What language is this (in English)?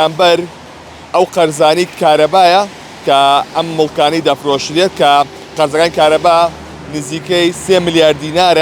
Central Kurdish